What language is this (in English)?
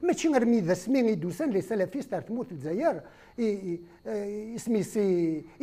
Kabyle